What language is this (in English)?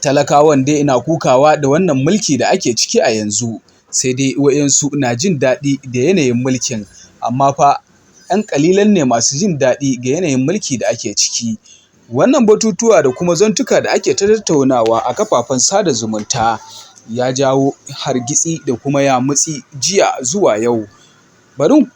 Hausa